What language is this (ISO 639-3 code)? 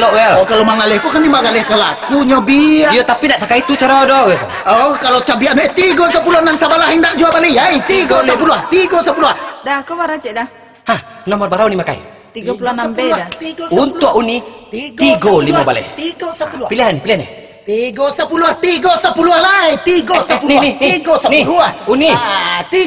min